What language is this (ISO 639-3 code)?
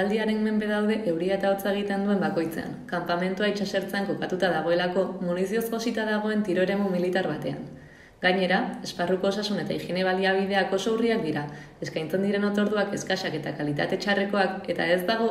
eus